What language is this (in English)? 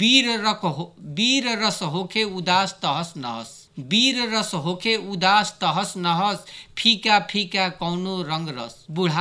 Bhojpuri